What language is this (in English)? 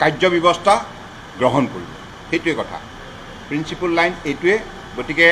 Assamese